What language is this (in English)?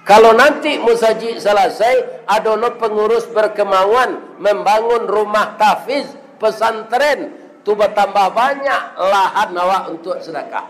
Minangkabau